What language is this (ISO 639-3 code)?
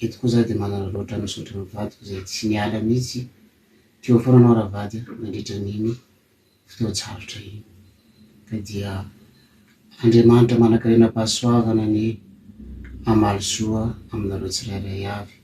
mlg